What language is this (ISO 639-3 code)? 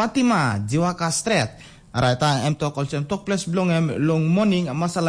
tpi